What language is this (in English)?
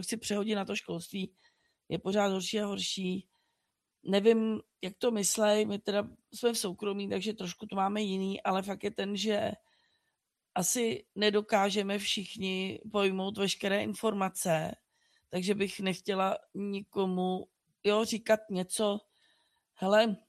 Czech